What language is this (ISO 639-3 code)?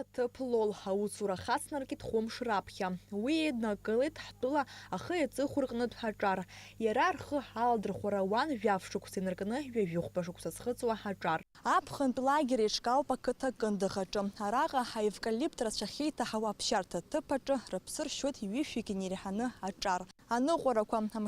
abk